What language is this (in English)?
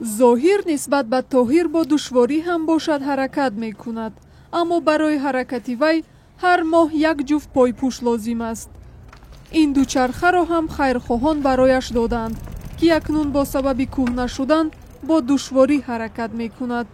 Tajik